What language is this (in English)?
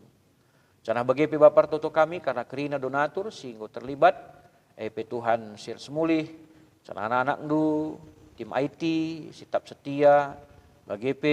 Batak Karo